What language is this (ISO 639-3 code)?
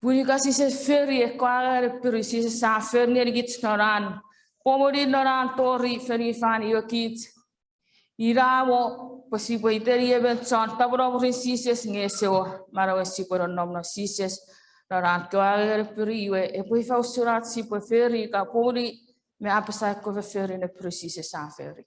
chk